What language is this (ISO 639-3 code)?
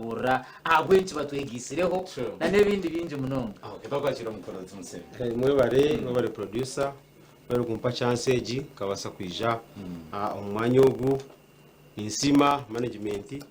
nyn